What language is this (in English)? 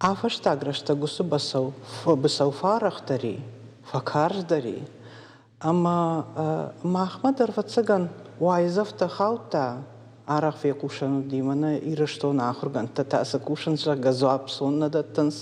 Ossetic